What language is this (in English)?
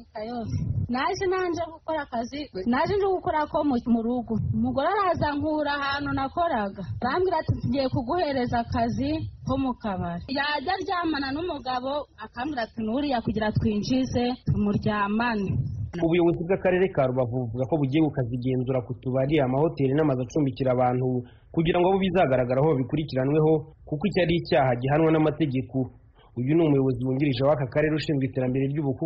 Kinyarwanda